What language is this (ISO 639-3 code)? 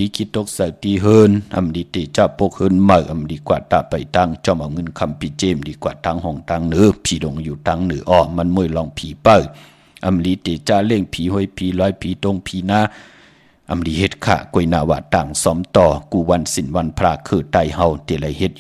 shn